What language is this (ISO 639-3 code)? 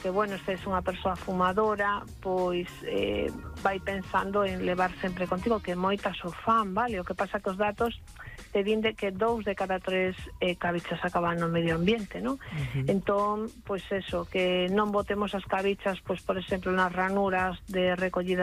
glg